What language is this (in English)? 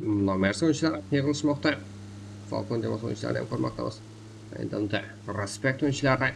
Kara-Kalpak